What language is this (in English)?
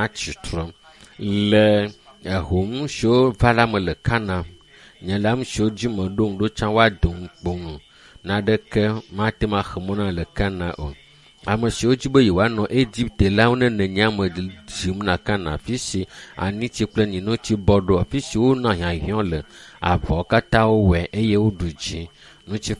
Ewe